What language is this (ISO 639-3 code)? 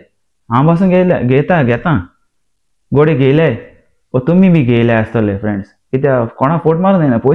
kok